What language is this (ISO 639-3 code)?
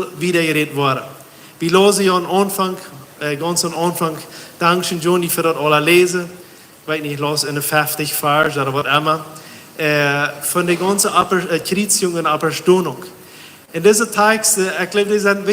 pdt